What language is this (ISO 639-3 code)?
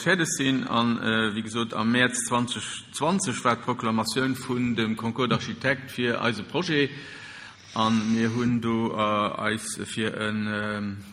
ltz